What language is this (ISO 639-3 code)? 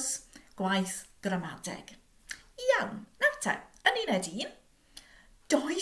cym